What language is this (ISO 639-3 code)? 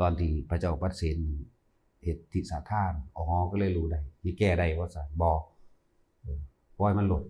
tts